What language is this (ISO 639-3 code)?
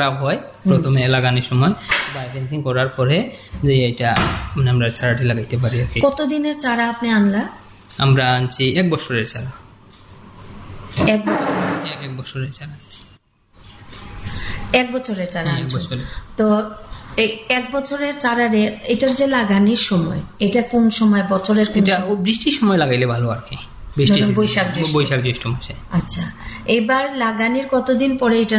ben